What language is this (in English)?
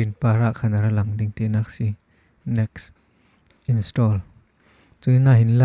Falam Chin